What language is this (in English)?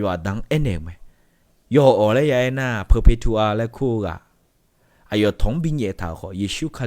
Akha